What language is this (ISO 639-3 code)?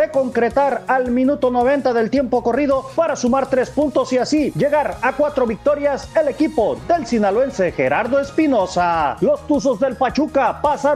spa